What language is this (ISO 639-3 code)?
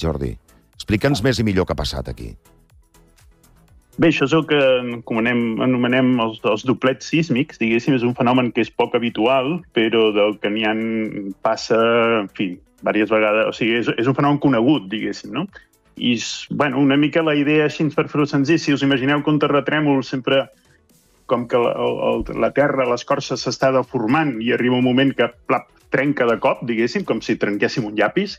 cat